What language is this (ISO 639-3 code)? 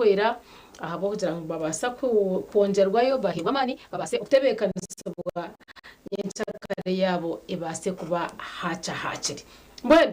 nyn